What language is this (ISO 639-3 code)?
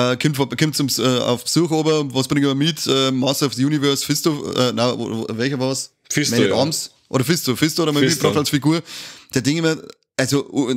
bar